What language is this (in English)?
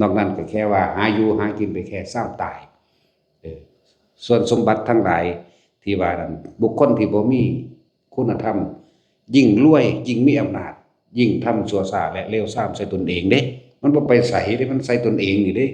Northeastern Thai